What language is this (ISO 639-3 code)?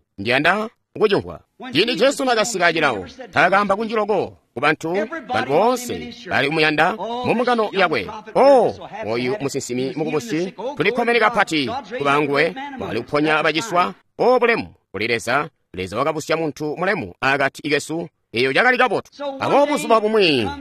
toi